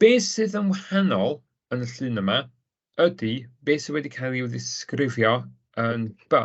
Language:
Welsh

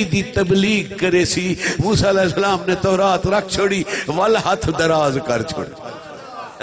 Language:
Saraiki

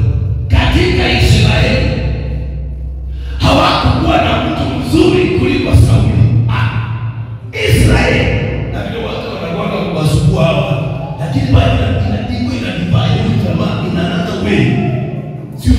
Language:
Swahili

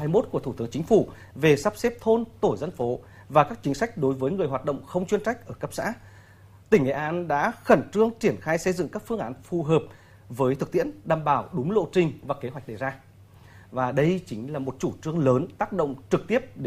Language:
Vietnamese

